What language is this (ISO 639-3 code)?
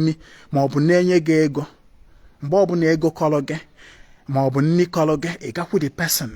ibo